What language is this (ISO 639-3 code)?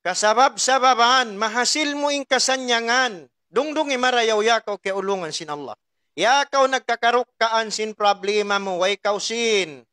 tsg